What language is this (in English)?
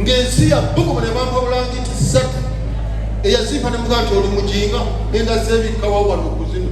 Ganda